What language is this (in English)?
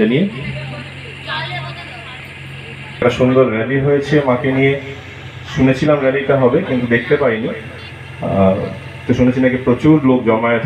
Bangla